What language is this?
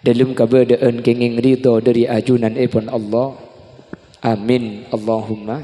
Madurese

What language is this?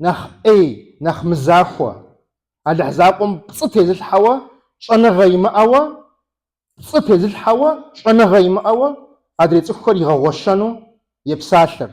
Kabardian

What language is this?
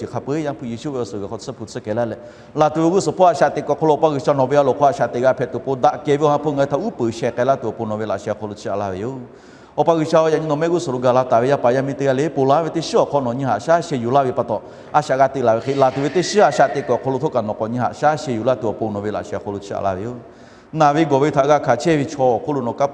Lahu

